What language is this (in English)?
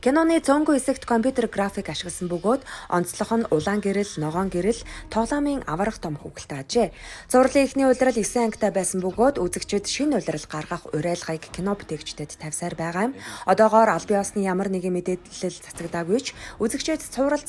Mongolian